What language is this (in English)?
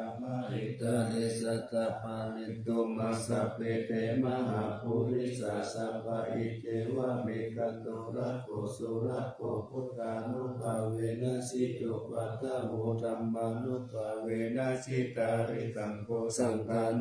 Pali